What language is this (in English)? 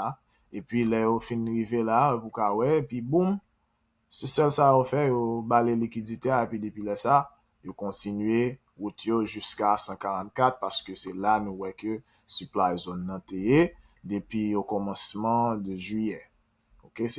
Haitian Creole